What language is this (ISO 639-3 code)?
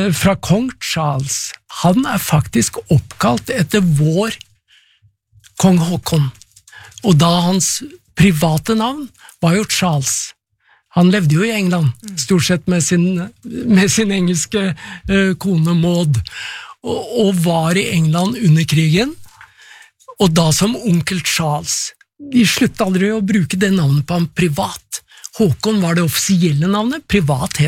nor